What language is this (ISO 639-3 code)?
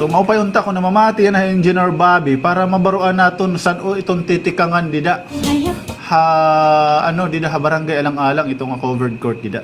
war